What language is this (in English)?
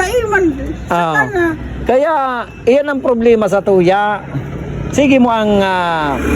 Bikol